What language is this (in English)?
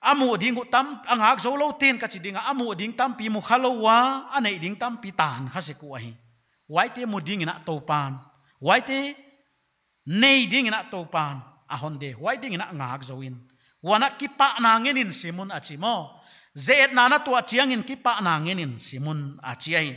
Paite Chin